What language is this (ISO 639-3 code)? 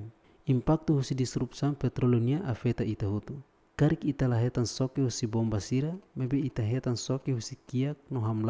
tet